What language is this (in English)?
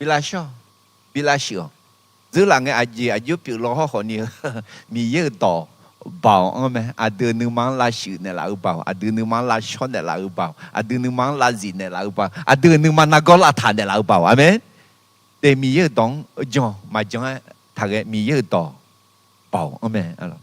Akha